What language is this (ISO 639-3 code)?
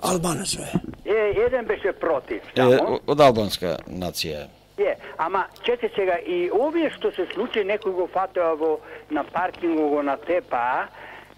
mkd